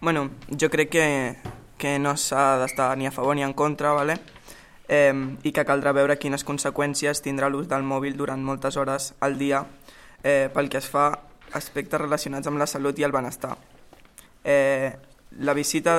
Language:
Catalan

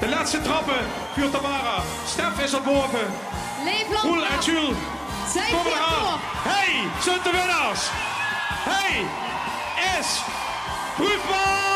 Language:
Limburgish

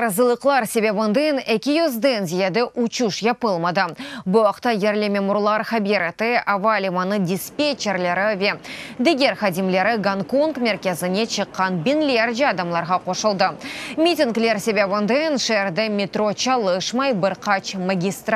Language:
Crimean Tatar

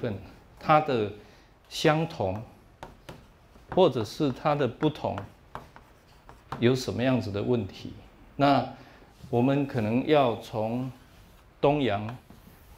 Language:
Chinese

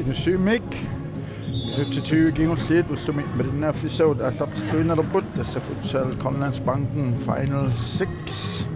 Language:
Kalaallisut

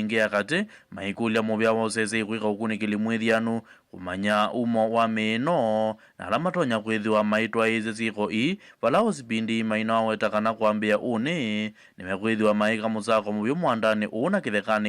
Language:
Kamba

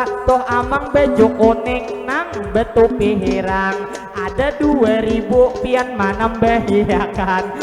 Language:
Banjar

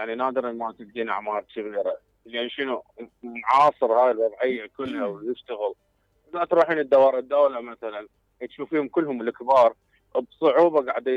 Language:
Mesopotamian Arabic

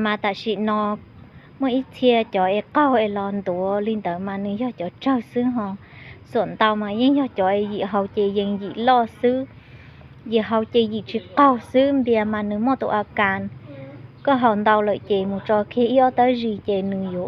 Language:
Hmong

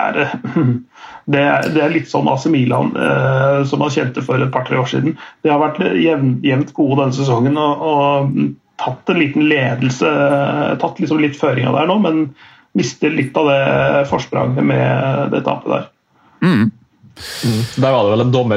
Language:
Norwegian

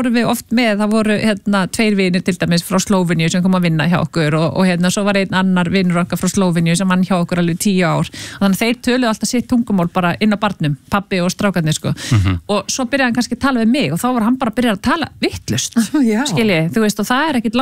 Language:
Icelandic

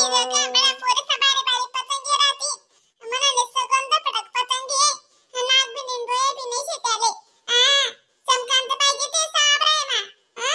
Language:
Khandesi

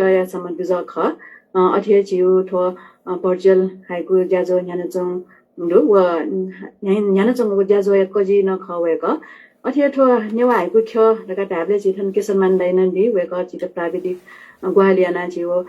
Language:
Newari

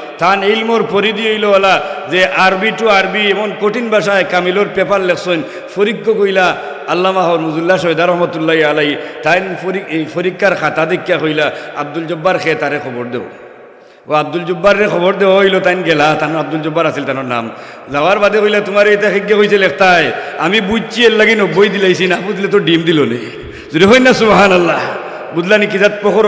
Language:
Sylheti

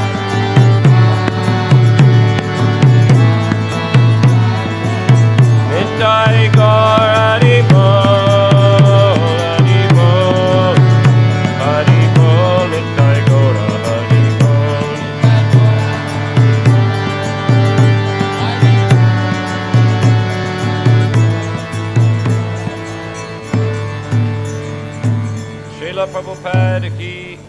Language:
Russian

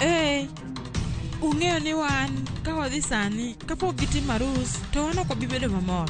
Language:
Luo (Kenya and Tanzania)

